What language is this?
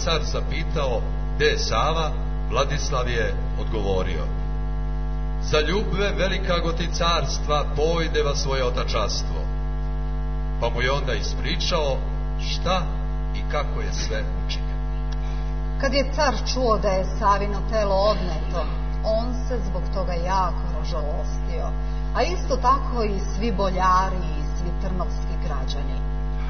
Serbian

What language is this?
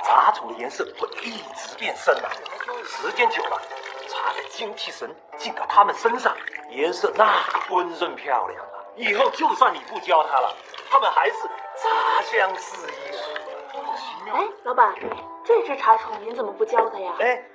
Chinese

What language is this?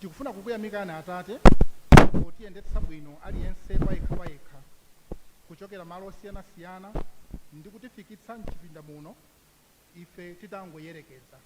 Nyanja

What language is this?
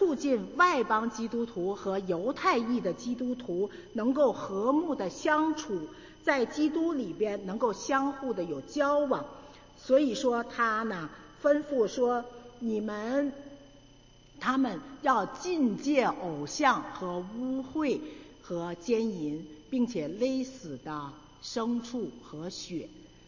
Chinese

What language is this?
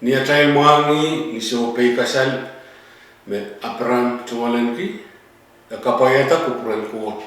Pohnpeian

